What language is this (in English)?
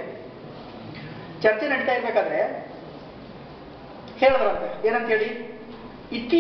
Kannada